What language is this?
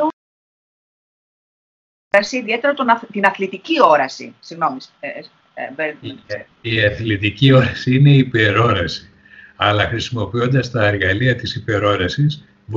Greek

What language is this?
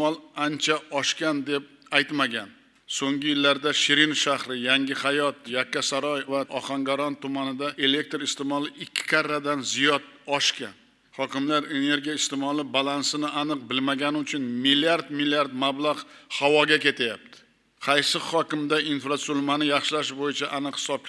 Uzbek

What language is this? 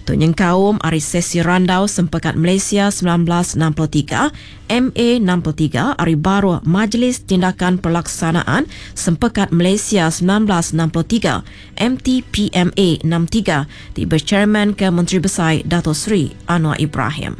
Iban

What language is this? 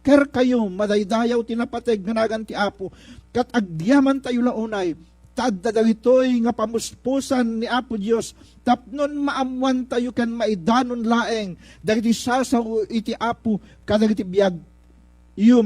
Iloko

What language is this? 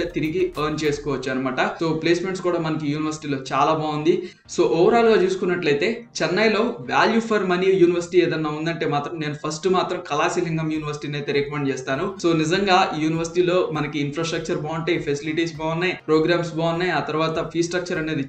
Telugu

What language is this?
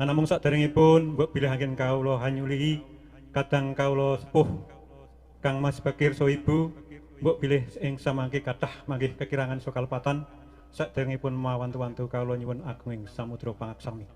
Javanese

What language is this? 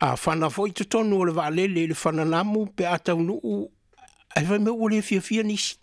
Samoan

